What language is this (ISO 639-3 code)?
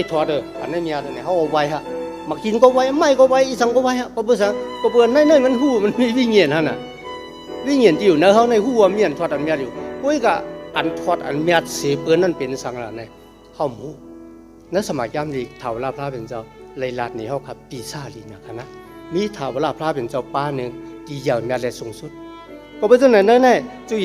shn